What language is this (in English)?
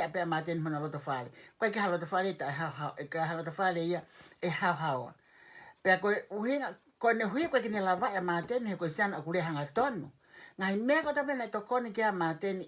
Tongan